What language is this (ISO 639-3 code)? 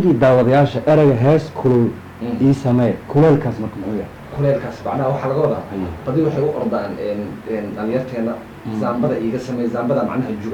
som